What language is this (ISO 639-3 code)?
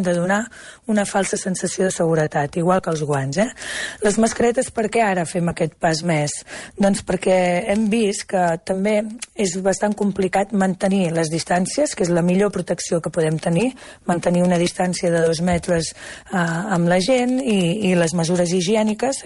cat